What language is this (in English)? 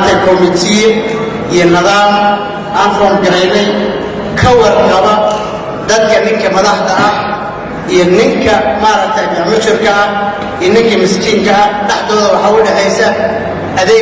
Somali